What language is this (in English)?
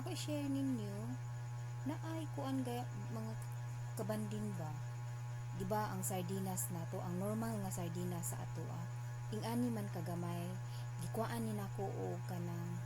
Cebuano